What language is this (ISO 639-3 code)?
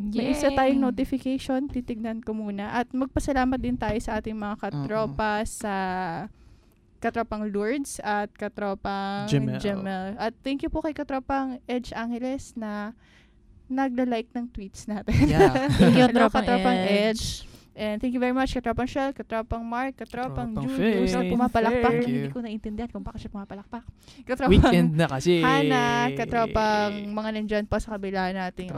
fil